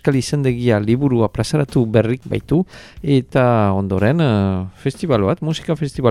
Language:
Basque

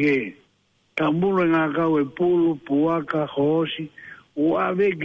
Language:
Tongan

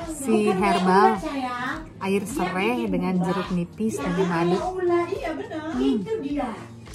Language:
Indonesian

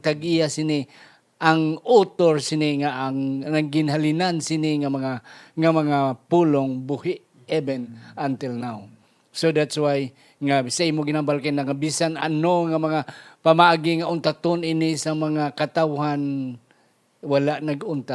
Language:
Hiligaynon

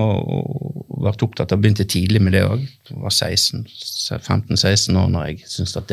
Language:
Norwegian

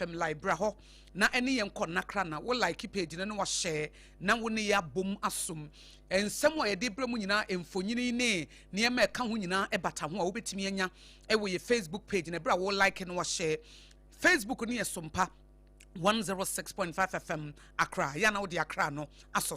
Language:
Akan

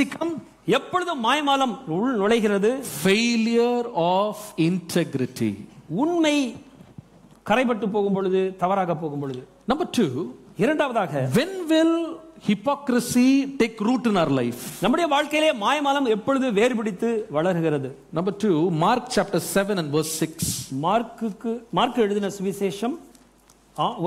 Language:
Tamil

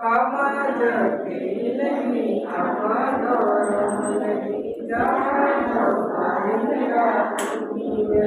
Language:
Santali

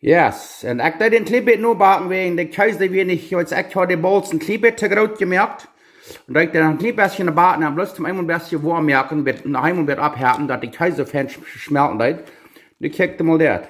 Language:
Plautdietsch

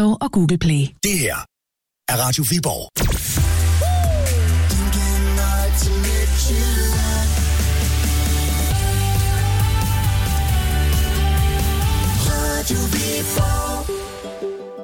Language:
Danish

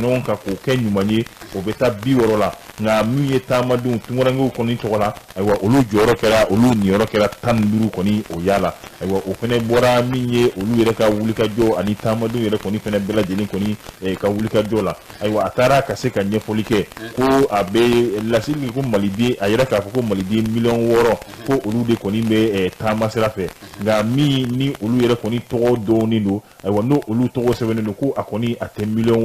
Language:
Bambara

